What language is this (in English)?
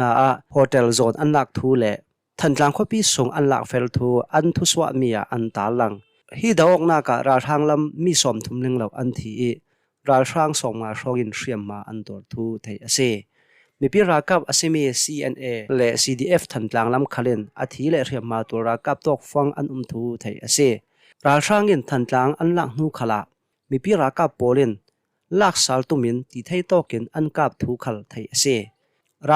Hakha Chin